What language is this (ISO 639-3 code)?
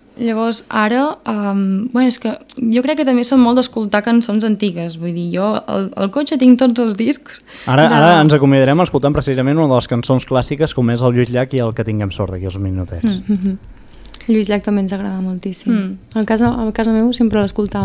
cat